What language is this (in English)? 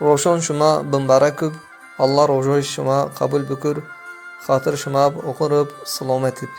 Zaza